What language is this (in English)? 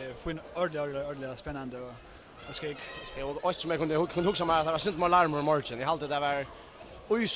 Faroese